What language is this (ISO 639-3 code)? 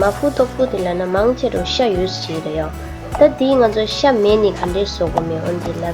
bod